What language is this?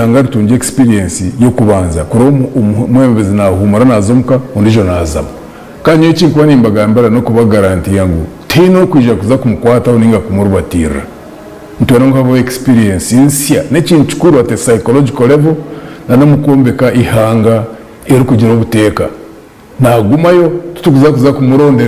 Nyankole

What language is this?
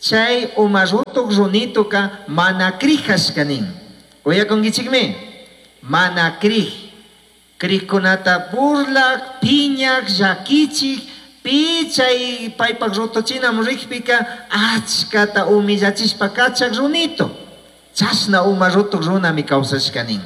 Chimborazo Highland Quichua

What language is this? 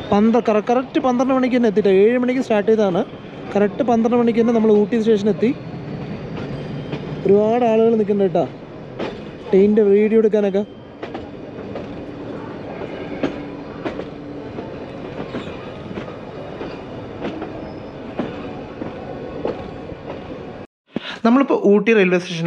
Malayalam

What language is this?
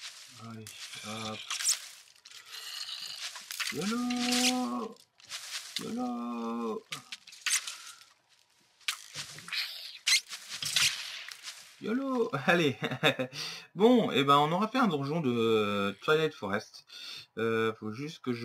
French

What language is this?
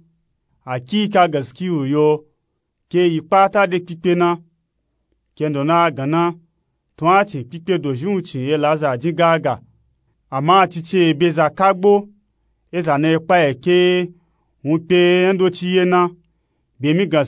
Nupe-Nupe-Tako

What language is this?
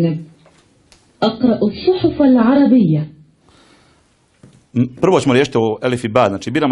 Bosnian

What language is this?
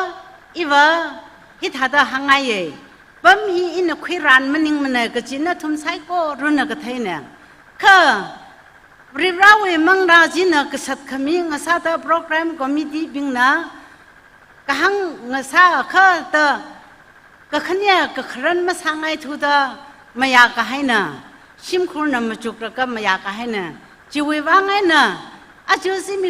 Tangkhul Naga (India)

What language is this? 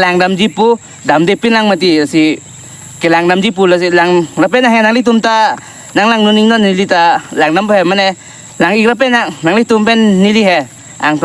Karbi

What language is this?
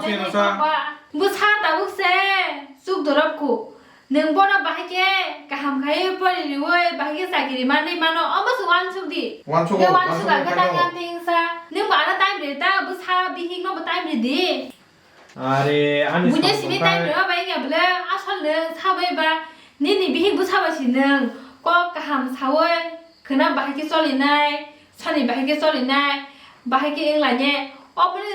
Kok Borok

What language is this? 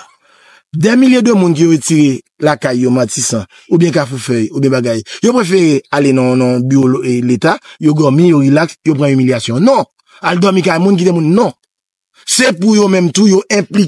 Haitian Creole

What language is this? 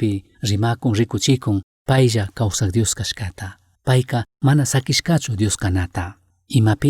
Chimborazo Highland Quichua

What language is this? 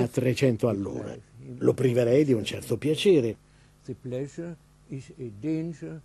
Italian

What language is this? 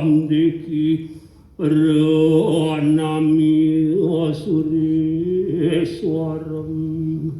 Balinese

